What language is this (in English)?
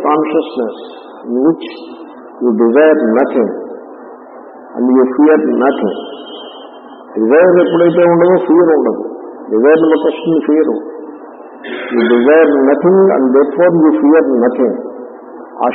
Telugu